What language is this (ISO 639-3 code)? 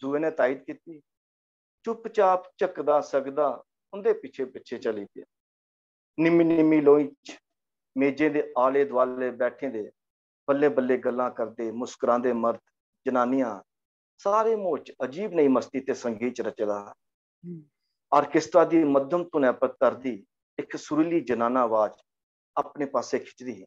doi